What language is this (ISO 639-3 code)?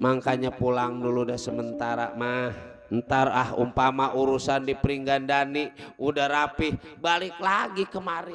bew